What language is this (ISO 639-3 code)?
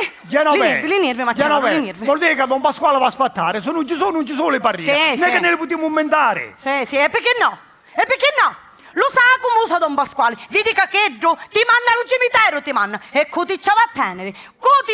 scn